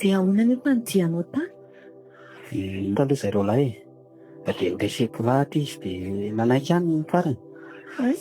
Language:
Malagasy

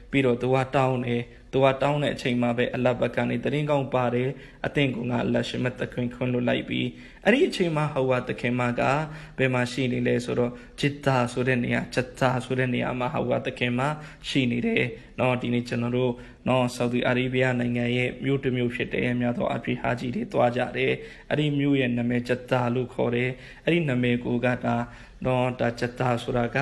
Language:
Burmese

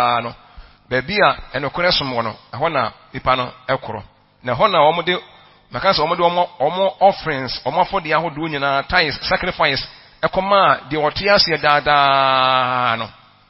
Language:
Akan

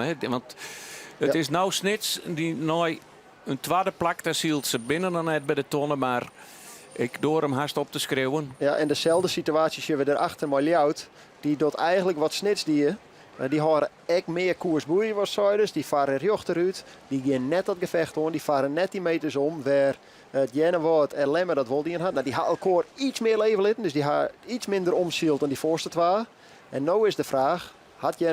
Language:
Western Frisian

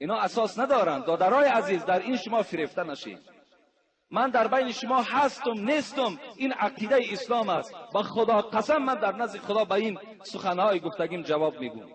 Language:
Tajik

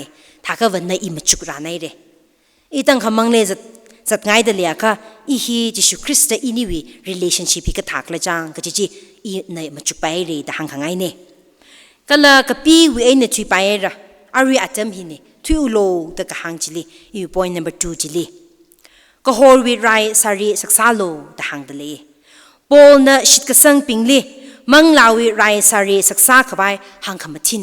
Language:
Tangkhul Naga (India)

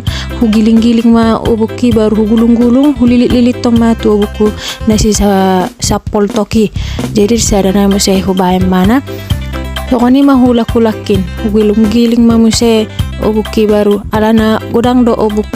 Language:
Batak Toba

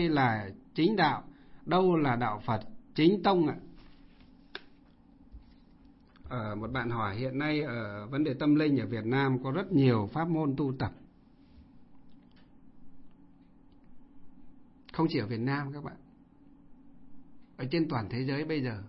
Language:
Vietnamese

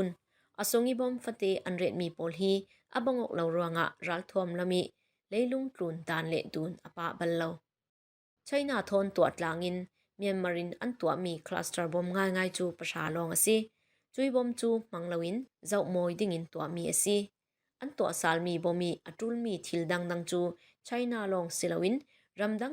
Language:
Falam Chin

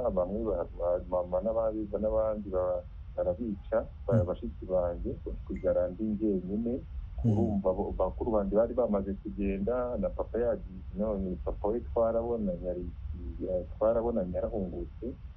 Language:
Kinyarwanda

